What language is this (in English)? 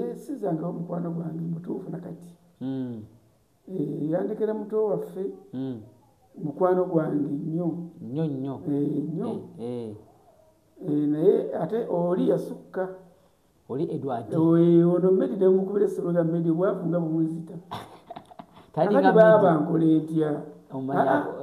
Ganda